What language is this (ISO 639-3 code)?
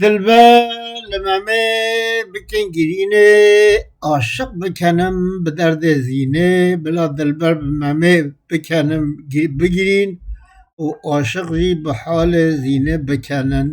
kur